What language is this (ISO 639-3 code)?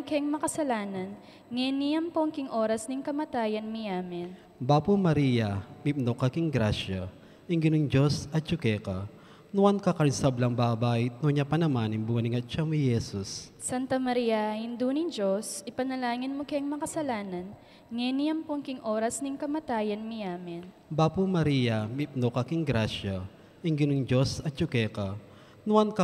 pam